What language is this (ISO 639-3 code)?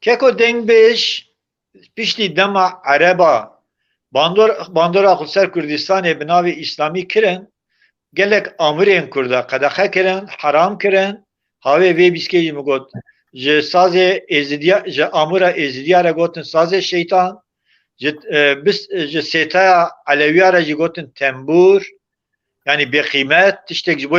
kur